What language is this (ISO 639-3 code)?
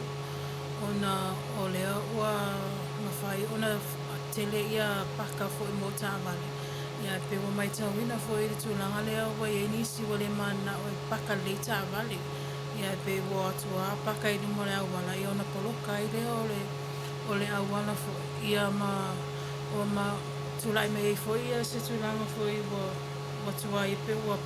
smo